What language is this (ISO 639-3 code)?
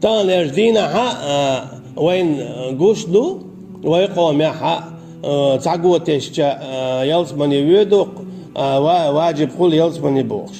che